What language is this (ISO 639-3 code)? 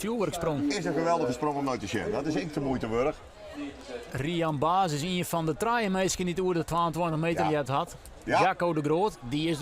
fry